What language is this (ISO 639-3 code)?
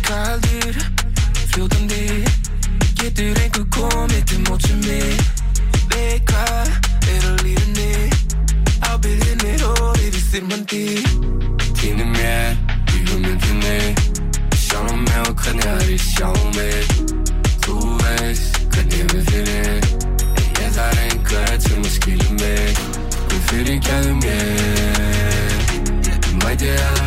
isl